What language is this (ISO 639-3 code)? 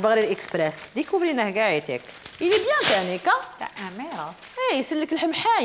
arq